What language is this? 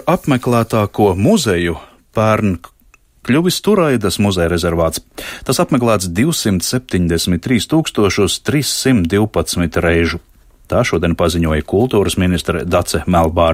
Latvian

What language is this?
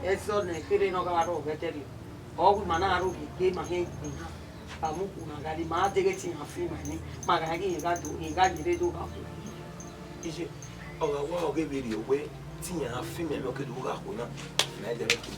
Bini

